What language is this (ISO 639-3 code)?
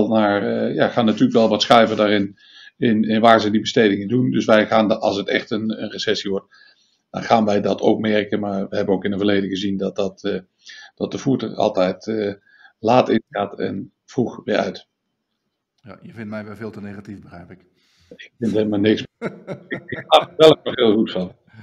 nld